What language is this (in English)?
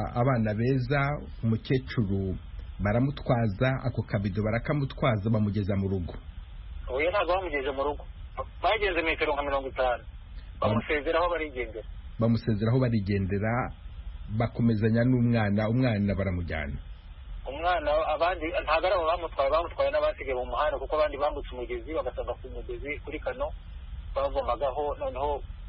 Kinyarwanda